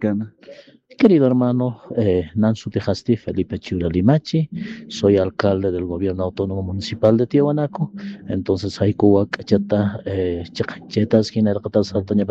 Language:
Aymara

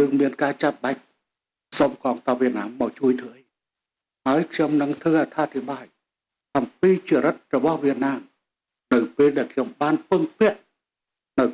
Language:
Khmer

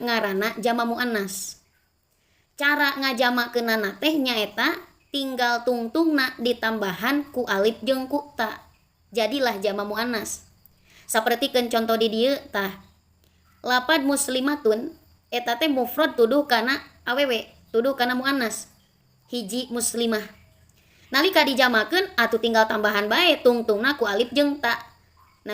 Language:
Sundanese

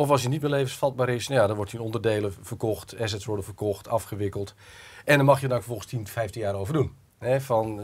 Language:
Dutch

